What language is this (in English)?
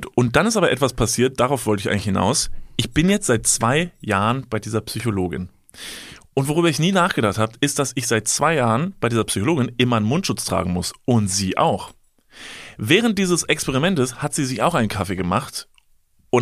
German